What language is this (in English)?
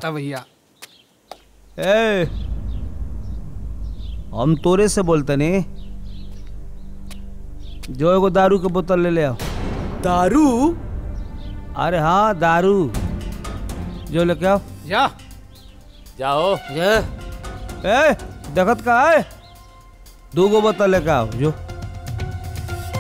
Bhojpuri